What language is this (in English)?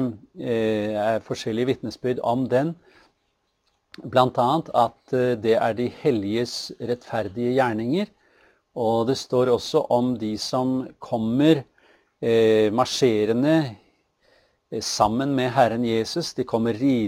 Norwegian